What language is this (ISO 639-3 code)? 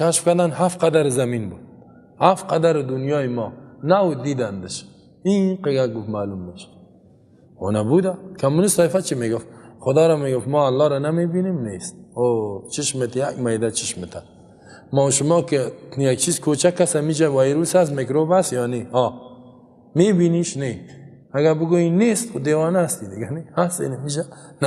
fas